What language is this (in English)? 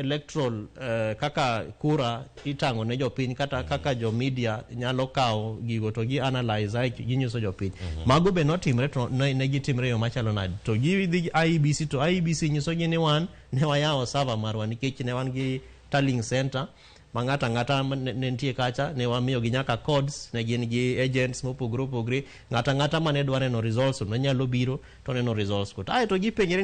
Luo (Kenya and Tanzania)